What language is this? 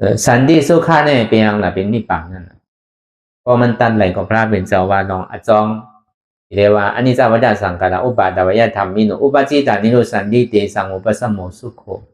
Shan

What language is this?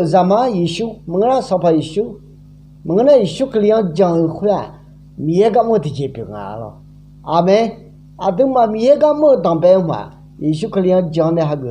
Akha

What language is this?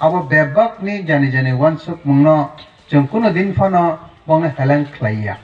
Riang (India)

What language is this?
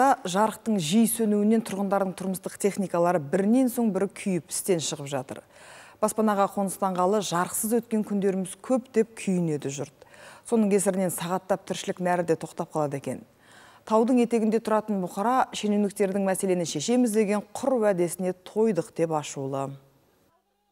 Kazakh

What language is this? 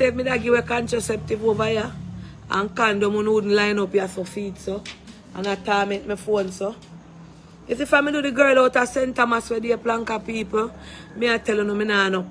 Jamaican Creole English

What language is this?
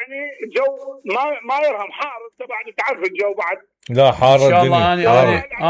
Mesopotamian Arabic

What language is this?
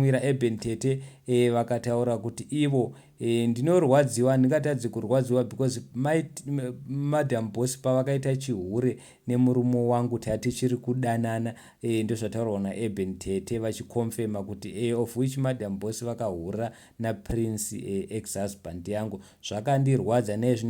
Shona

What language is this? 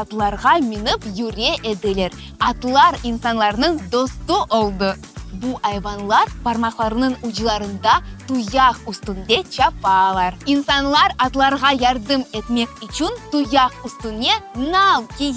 Crimean Tatar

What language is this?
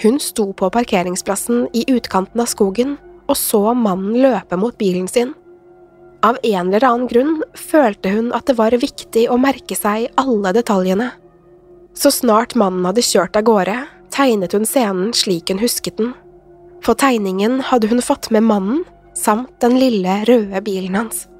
Norwegian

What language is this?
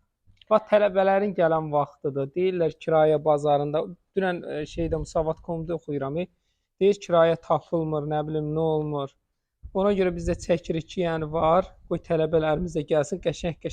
Azerbaijani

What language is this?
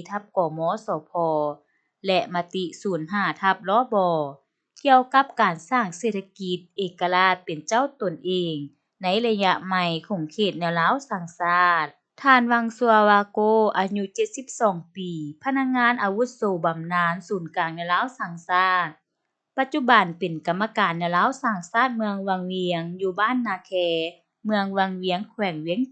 Lao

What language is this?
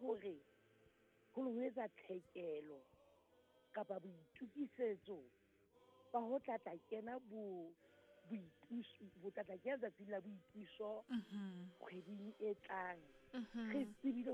Southern Sotho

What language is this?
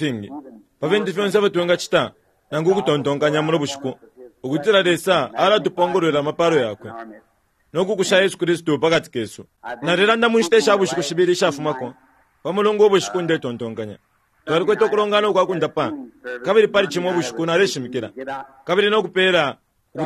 Bemba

